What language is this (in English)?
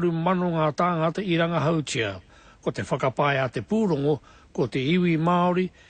Māori